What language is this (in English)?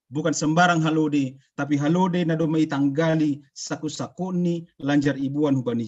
Batak Simalungun